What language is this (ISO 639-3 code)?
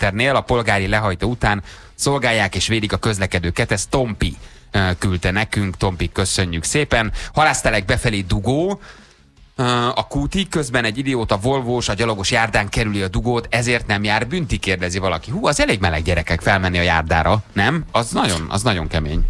hun